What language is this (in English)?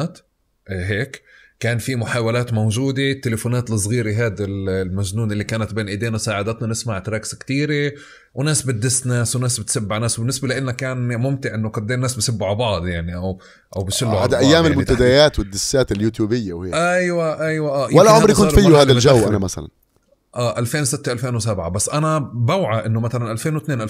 North Levantine Arabic